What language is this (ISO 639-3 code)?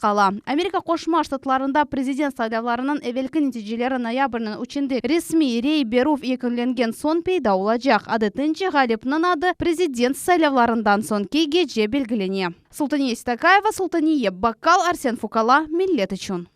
crh